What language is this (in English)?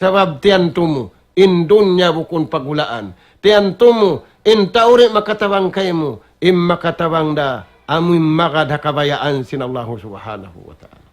Tausug